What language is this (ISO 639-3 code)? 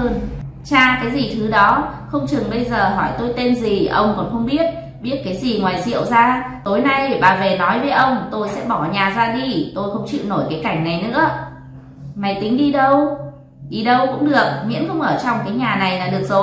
vie